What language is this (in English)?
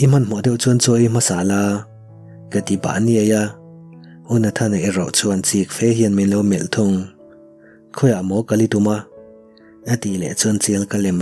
Mizo